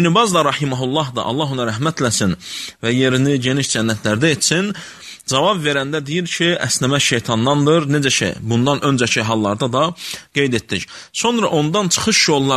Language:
Azerbaijani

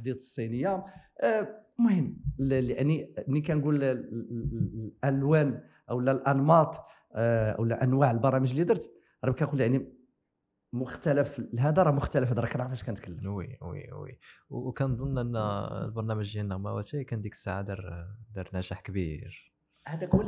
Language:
Moroccan Arabic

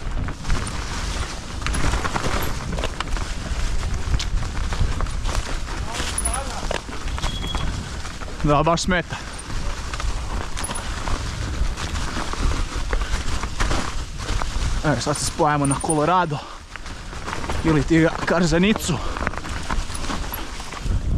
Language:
Croatian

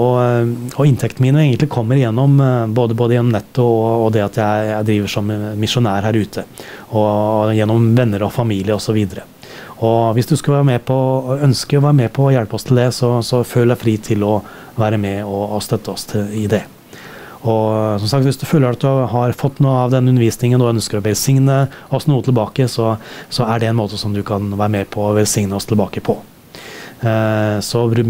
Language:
Norwegian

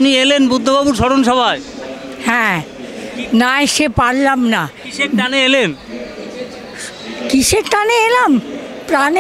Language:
Bangla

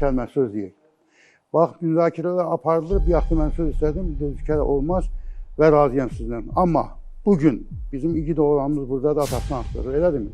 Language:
Azerbaijani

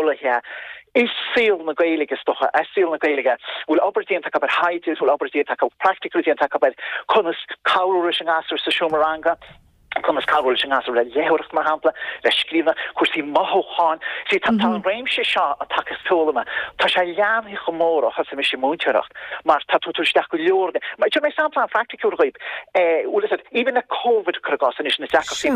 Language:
Irish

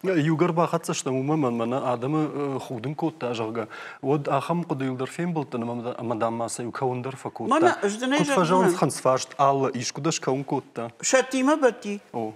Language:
Ossetic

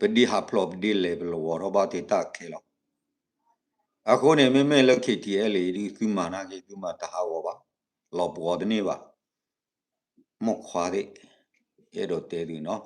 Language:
S'gaw Karen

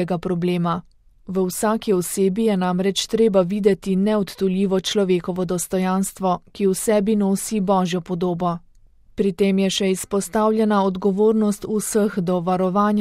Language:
Slovenian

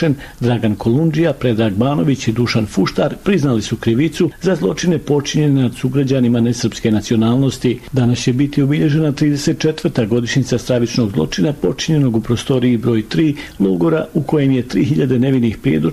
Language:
Bosnian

